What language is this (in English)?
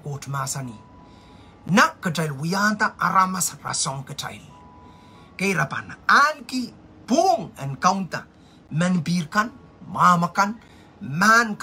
Pohnpeian